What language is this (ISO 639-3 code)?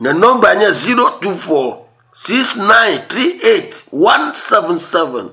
ewe